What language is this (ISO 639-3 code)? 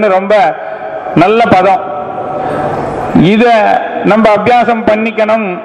tam